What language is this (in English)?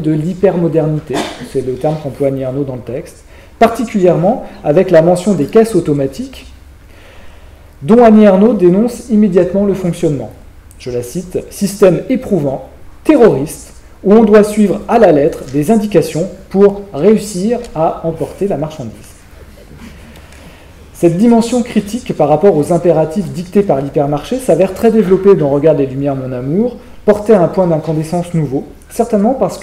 French